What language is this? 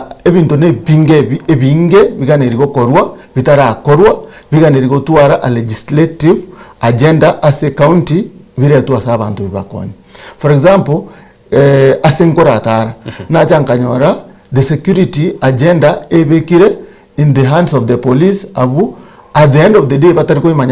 Gusii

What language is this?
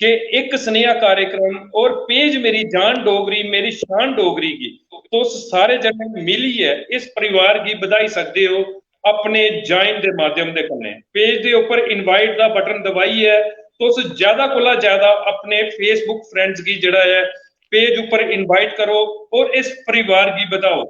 Dogri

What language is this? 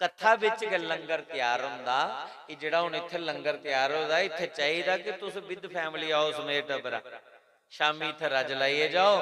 Dogri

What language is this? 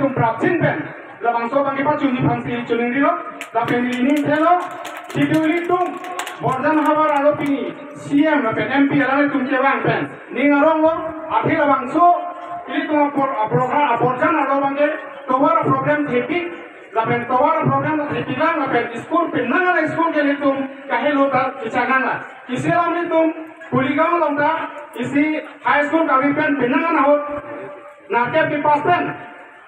Karbi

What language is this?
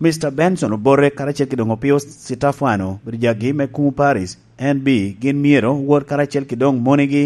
Lango (Uganda)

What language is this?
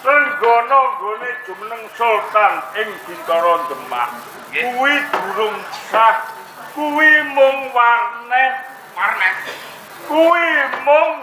Javanese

